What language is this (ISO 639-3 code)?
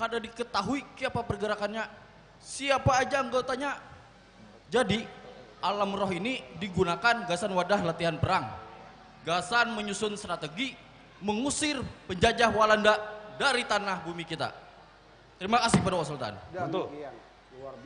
bjn